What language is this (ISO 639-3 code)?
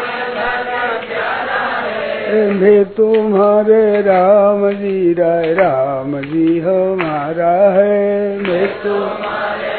hin